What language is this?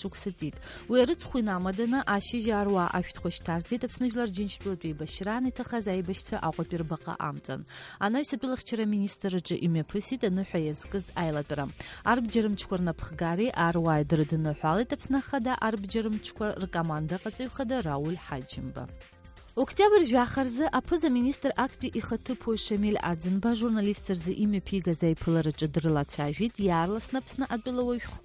Abkhazian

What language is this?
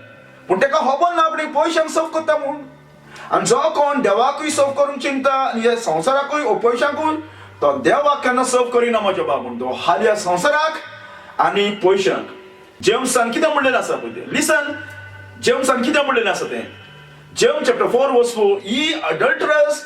Konkani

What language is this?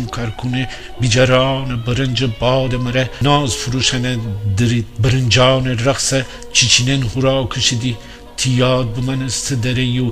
Gilaki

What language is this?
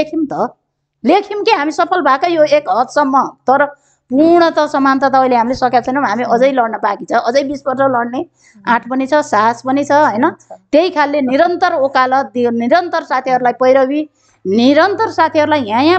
Nepali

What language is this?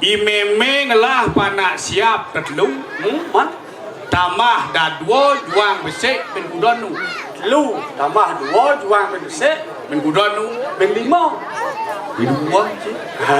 Balinese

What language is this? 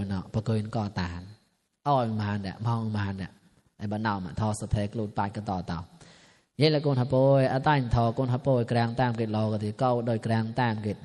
Mon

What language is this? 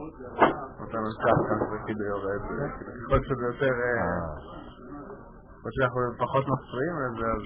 Hebrew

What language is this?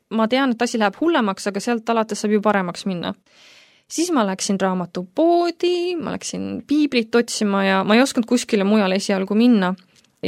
Estonian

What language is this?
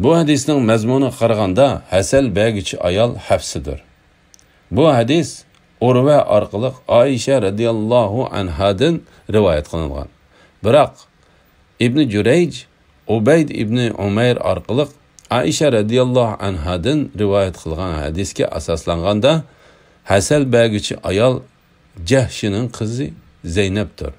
Uyghur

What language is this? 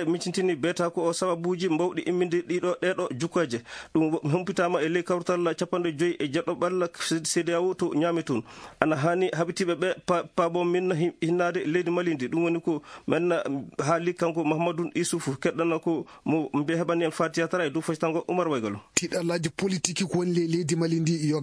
Fula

